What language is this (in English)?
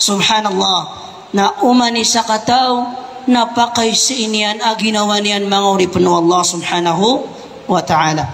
Maranao